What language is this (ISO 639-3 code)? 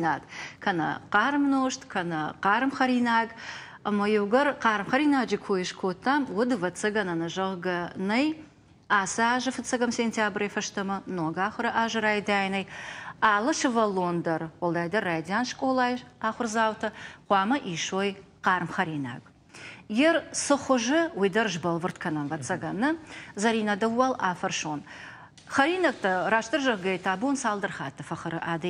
oss